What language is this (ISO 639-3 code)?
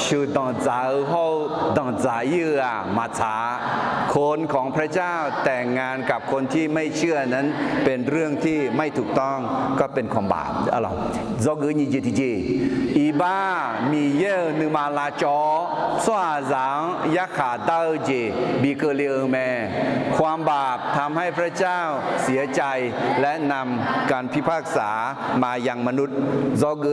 ahk